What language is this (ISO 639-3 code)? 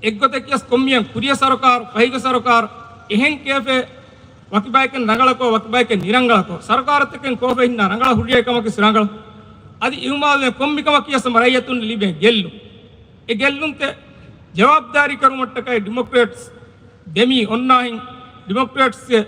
div